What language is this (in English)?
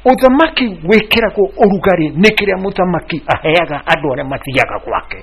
Kikuyu